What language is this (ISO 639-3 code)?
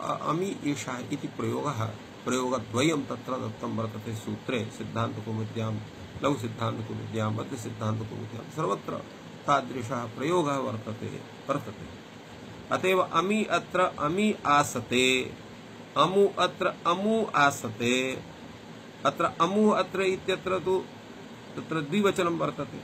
san